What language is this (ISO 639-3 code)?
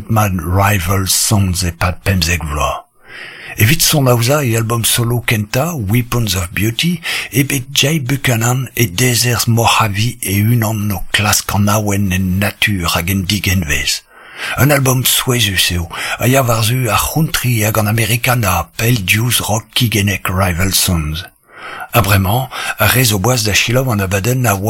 bre